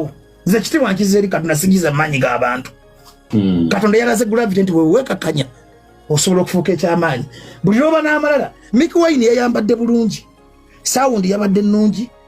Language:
Ganda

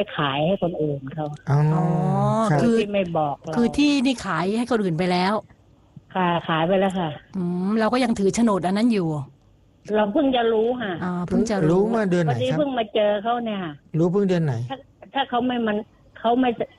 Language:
Thai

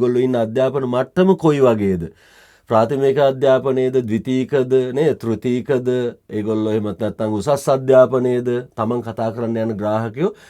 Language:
Sinhala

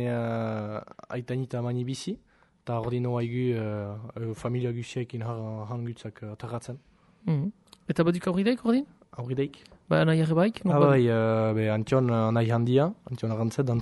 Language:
Basque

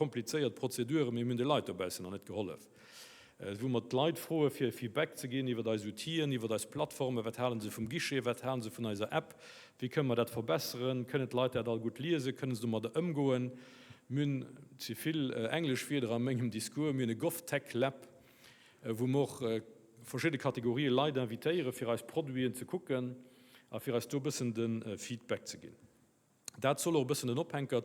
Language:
Luxembourgish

